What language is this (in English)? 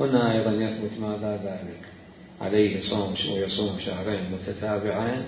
Mesopotamian Arabic